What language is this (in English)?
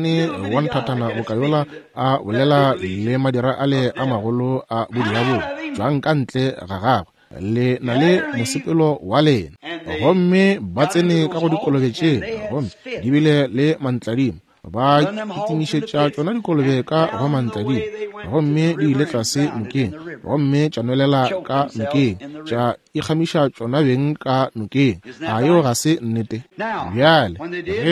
Northern Sotho